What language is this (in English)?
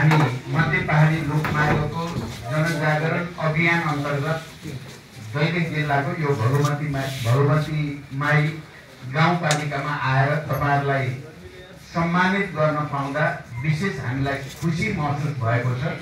Nepali